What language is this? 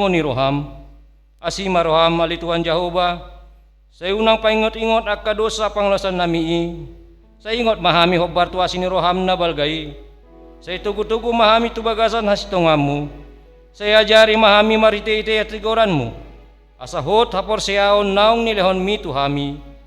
Batak Toba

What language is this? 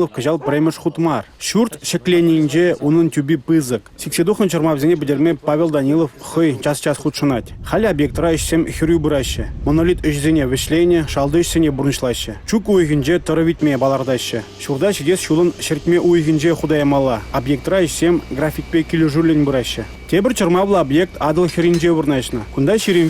Chuvash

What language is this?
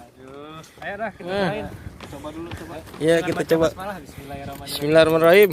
Betawi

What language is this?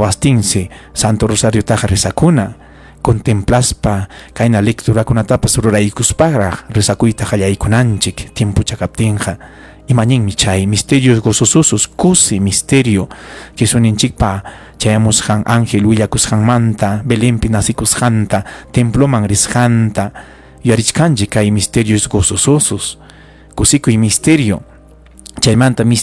Ayacucho Quechua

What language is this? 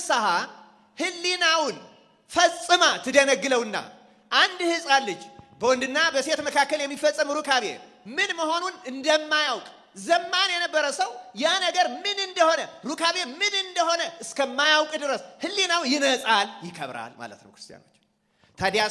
Amharic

